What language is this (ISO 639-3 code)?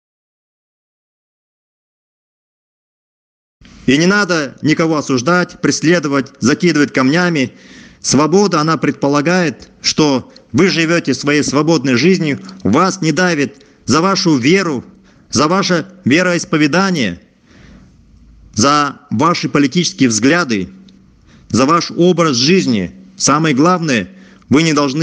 rus